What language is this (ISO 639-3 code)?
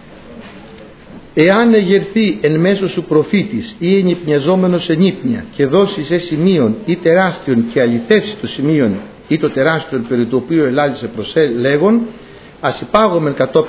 ell